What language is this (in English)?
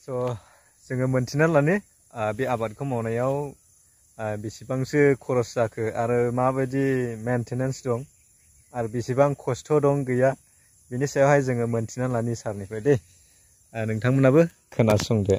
Bodo